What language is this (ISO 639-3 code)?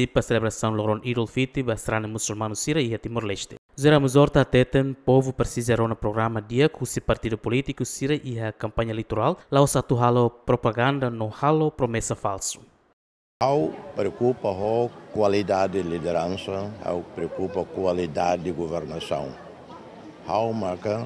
tet